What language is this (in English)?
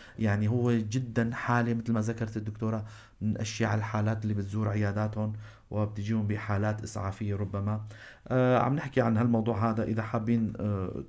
North Levantine Arabic